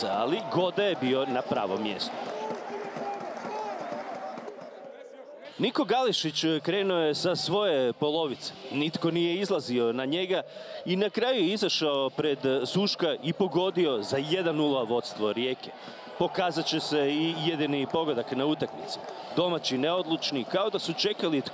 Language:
Croatian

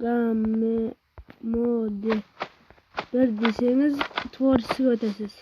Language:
Kara-Kalpak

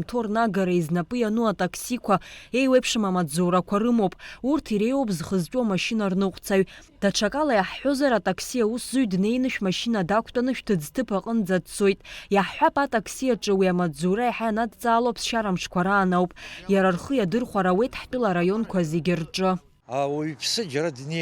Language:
Abkhazian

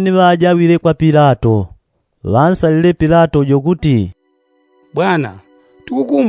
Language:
Yao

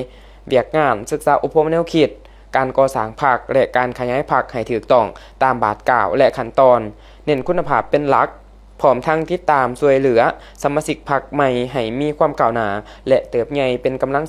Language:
Lao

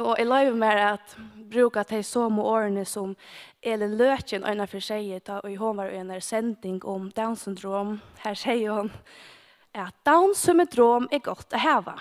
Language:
Faroese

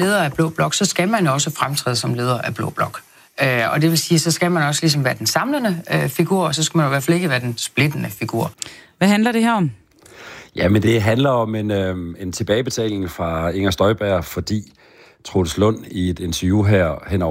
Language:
Danish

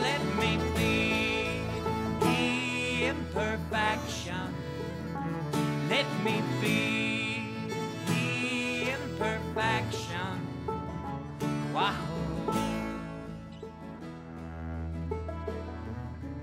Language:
English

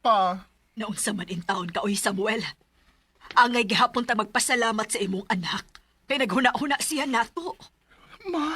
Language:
Cebuano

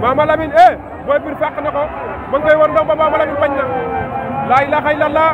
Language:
Wolof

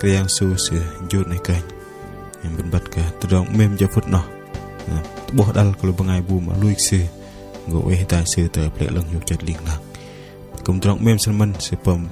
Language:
Bahnar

